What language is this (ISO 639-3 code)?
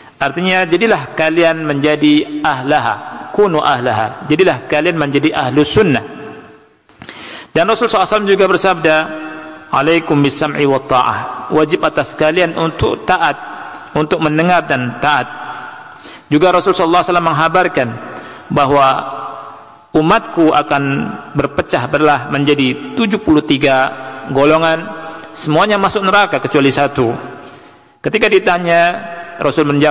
ind